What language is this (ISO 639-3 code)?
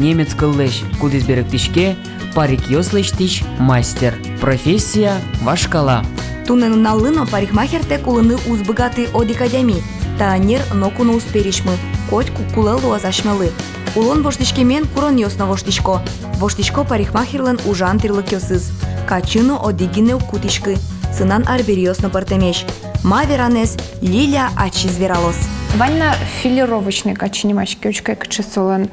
udm